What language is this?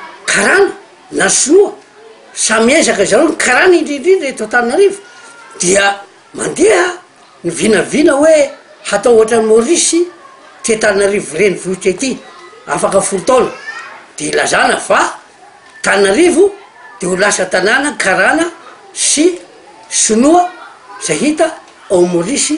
Malagasy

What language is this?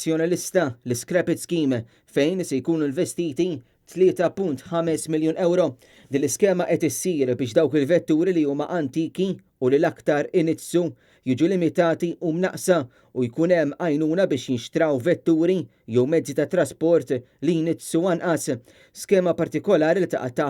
Maltese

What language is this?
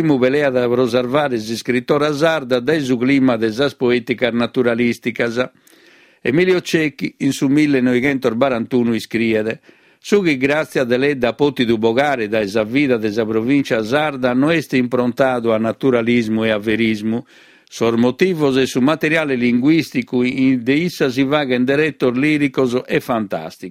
Sardinian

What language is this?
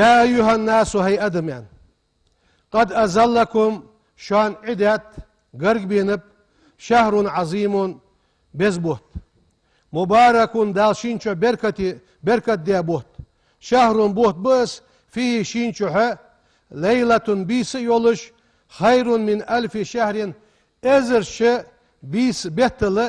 Ingush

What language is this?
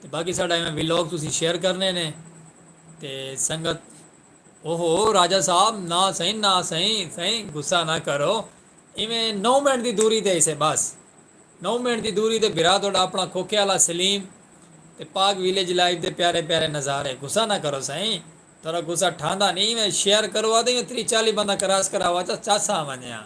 Saraiki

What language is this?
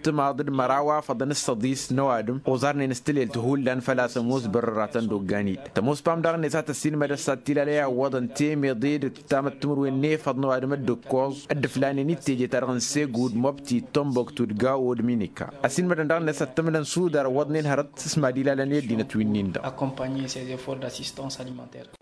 Tamasheq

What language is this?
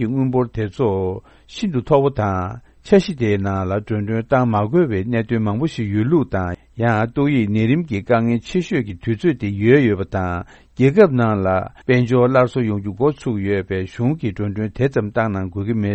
Tibetan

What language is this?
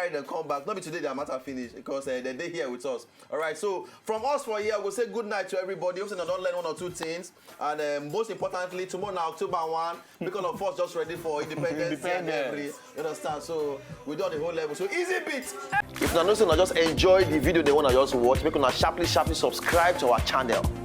Nigerian Pidgin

